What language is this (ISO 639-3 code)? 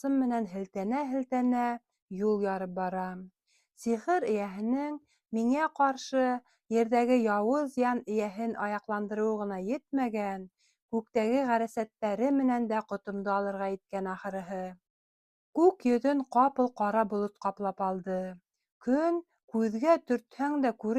bak